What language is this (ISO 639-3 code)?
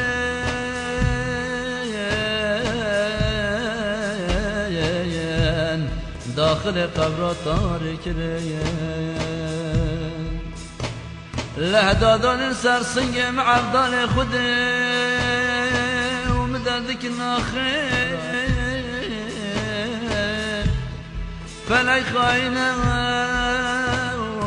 fas